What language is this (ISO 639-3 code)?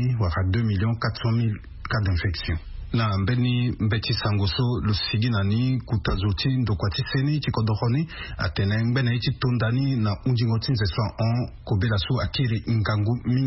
sag